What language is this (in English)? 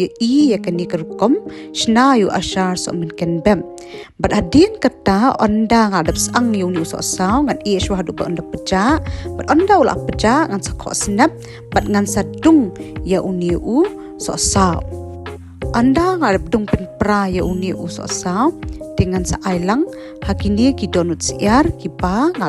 Khasi